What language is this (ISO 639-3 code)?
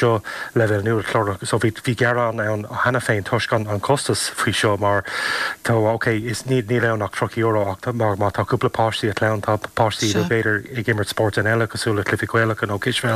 gle